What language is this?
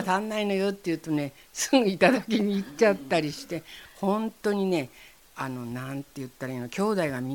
Japanese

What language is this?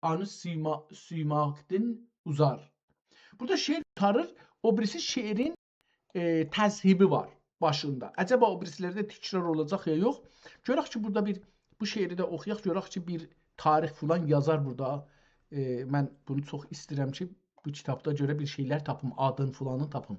South Azerbaijani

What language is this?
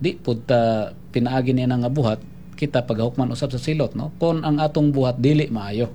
Cebuano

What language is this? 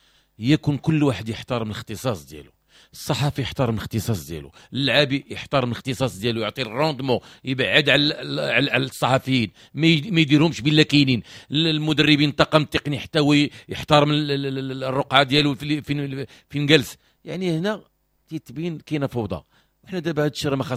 Moroccan Arabic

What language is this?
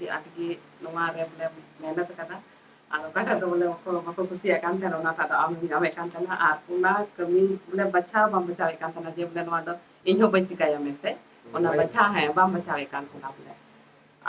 Santali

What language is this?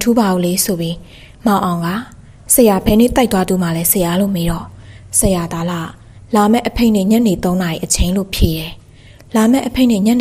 Burmese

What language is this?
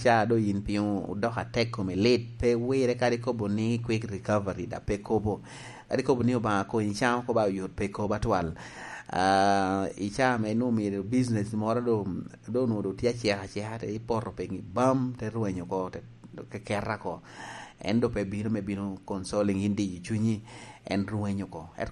Lango (Uganda)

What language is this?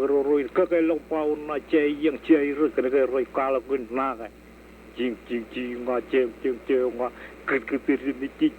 Marshallese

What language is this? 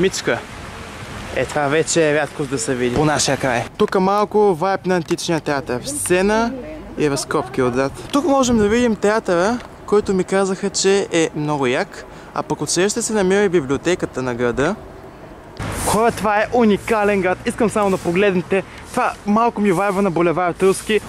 Bulgarian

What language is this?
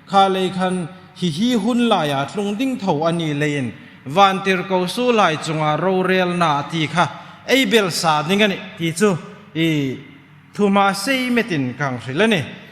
Hmar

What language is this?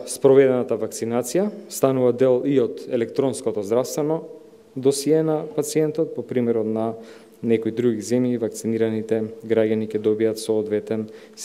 Macedonian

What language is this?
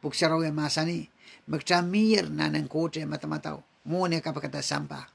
Pohnpeian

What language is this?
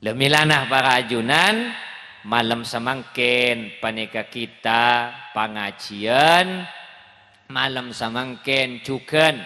Madurese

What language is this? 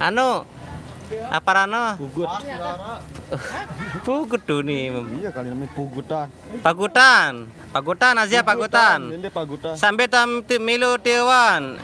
Sasak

